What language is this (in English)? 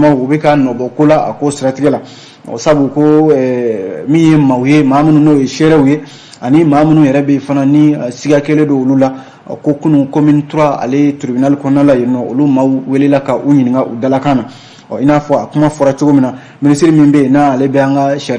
Bambara